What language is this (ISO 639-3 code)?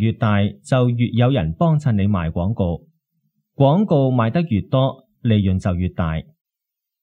yue